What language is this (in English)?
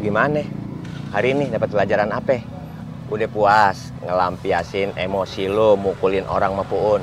Betawi